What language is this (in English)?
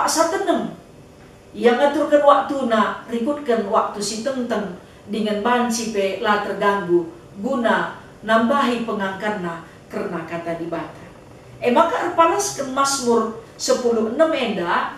Batak Karo